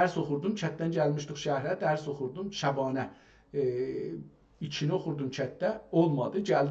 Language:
South Azerbaijani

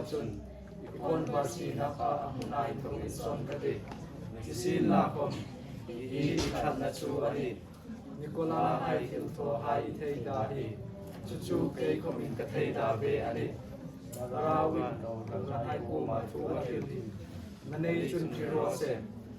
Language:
Hmar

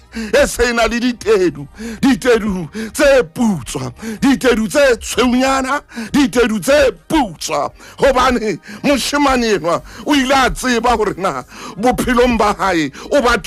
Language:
Southern Sotho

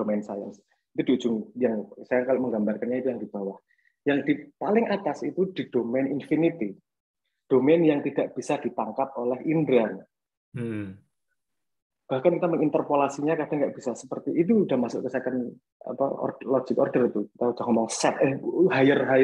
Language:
Indonesian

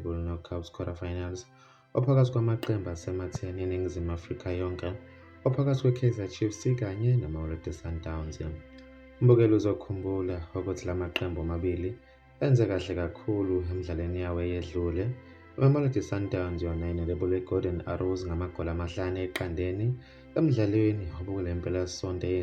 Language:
Zulu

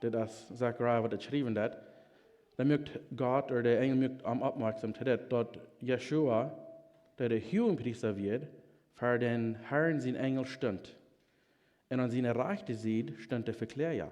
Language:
Plautdietsch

